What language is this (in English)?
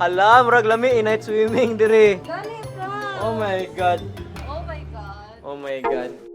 Cebuano